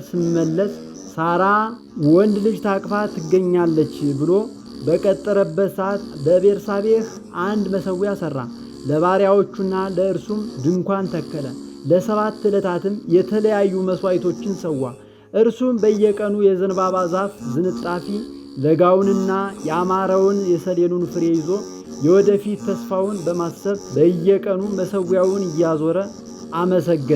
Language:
Amharic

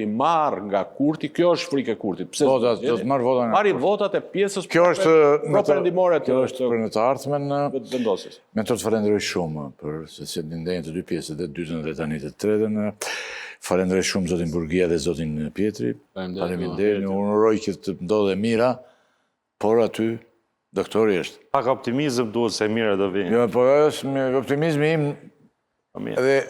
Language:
Albanian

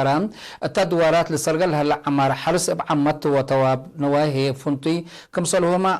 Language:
Tigre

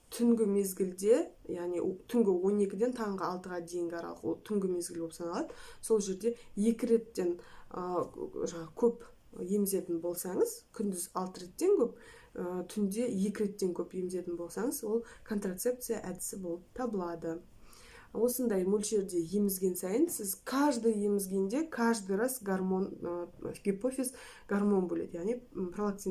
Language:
Kazakh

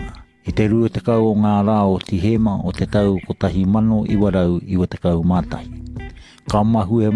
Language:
Māori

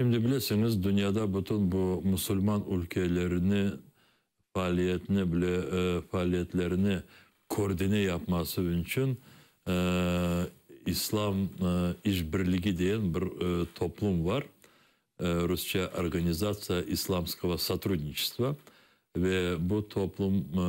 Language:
Crimean Tatar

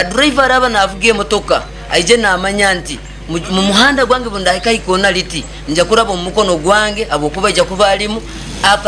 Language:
Nyankole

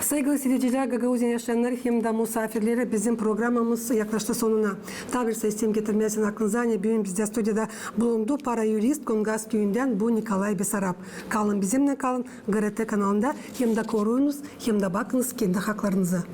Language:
Gagauz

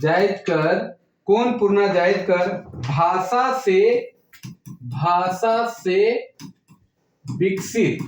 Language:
Sadri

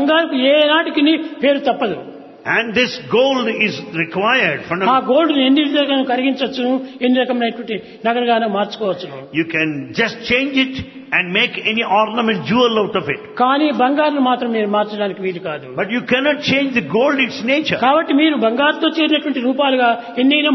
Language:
Telugu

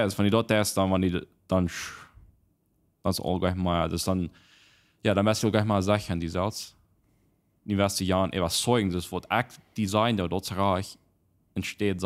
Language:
Plautdietsch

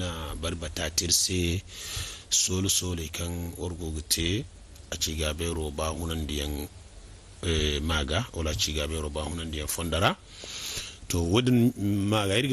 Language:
Zarma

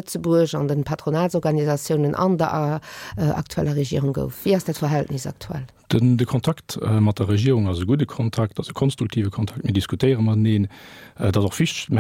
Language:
Luxembourgish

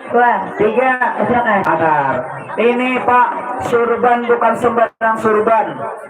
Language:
Banjar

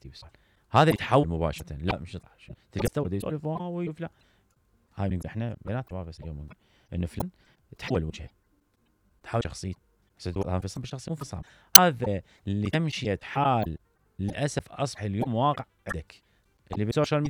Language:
Mesopotamian Arabic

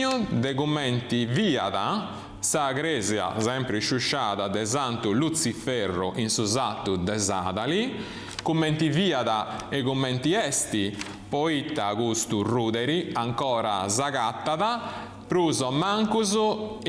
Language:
Sardinian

